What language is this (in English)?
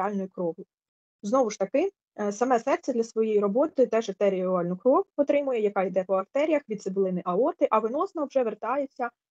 Ukrainian